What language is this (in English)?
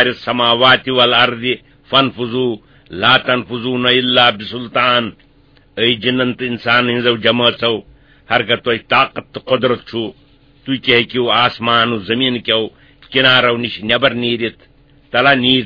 Kashmiri